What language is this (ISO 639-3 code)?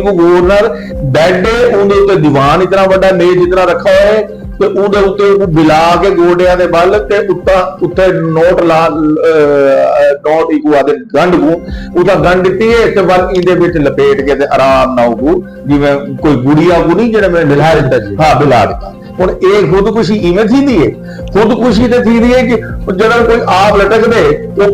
skr